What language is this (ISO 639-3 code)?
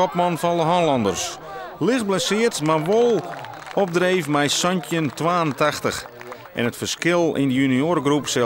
fry